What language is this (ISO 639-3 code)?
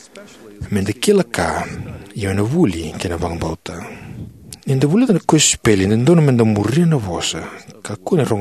fij